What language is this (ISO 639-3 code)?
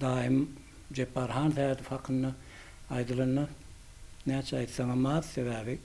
tuk